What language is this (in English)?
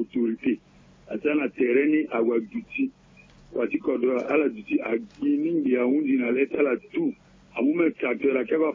Sango